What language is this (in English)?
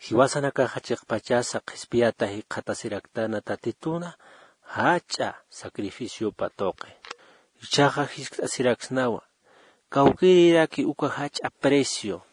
Aymara